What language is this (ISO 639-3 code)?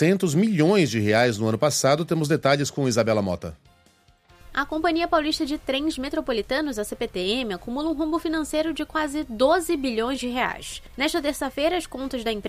por